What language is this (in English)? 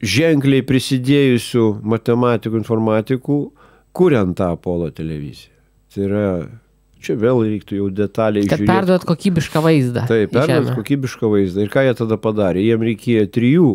Lithuanian